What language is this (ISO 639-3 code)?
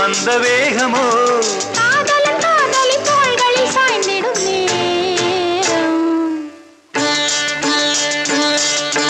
tam